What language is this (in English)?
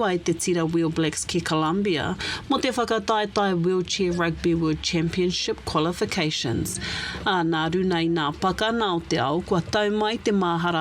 Māori